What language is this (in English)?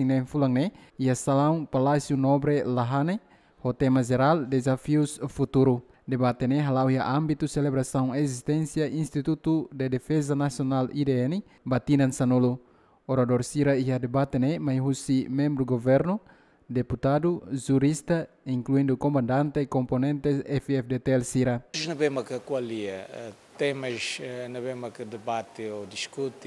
Tetum